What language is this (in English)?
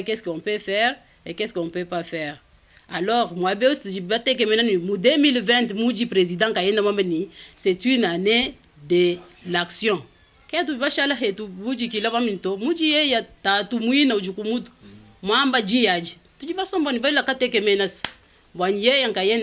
Luba-Lulua